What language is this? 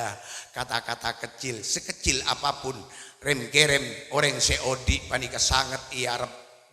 Madurese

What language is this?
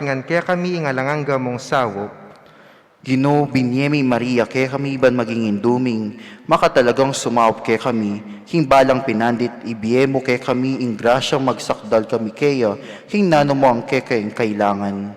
Pampanga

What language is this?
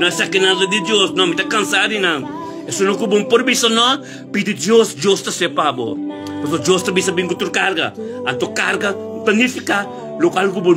Papiamento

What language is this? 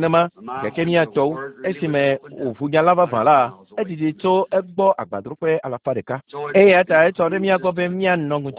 Ewe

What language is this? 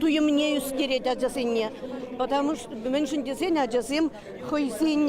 Chuvash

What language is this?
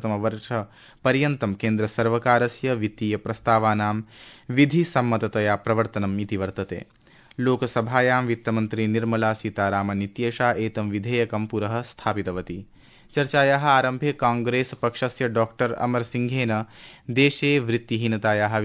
Sanskrit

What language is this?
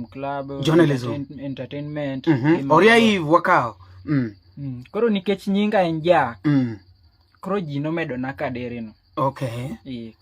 Luo (Kenya and Tanzania)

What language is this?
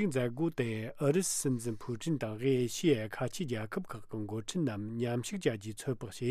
Tibetan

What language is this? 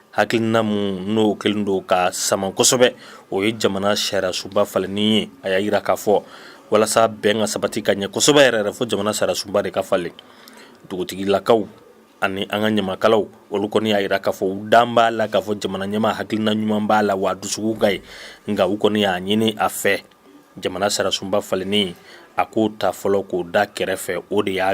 Bambara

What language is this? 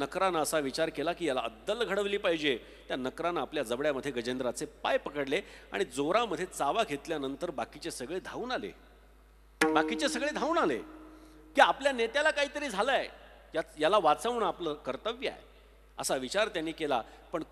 Marathi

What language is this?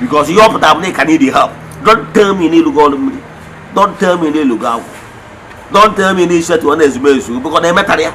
Igbo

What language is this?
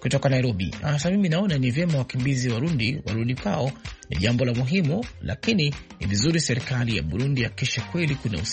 Swahili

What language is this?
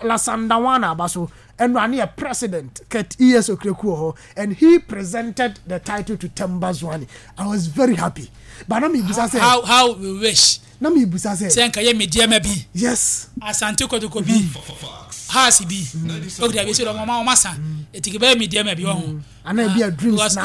Akan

